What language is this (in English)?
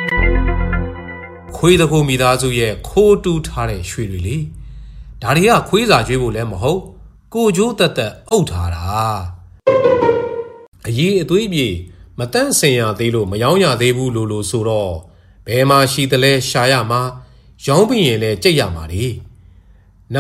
Burmese